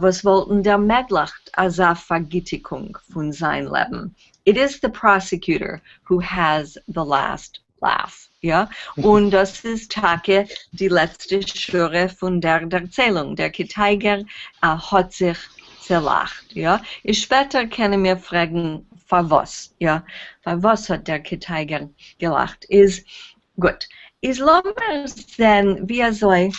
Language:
Yiddish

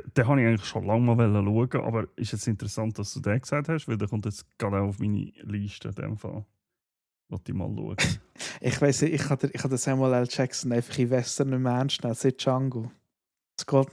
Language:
Swiss German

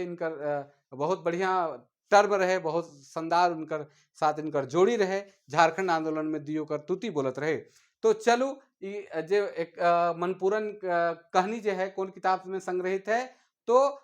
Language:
Sadri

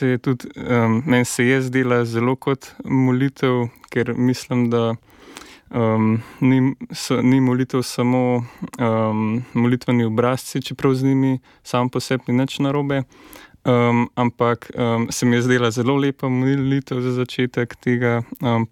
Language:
Slovenian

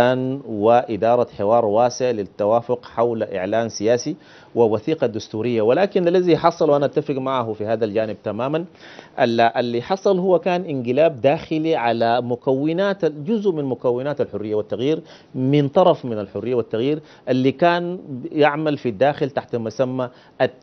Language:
Sudanese Arabic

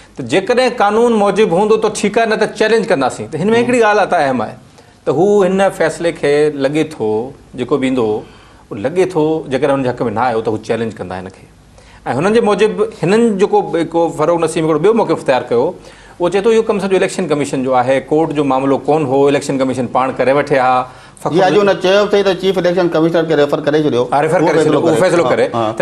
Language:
Sindhi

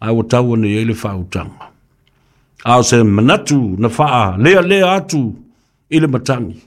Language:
Samoan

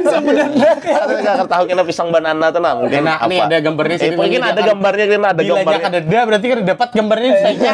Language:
Banjar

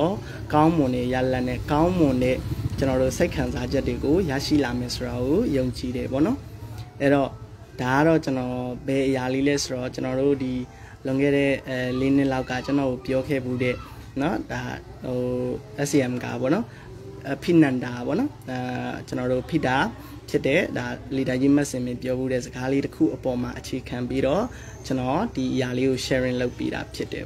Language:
Burmese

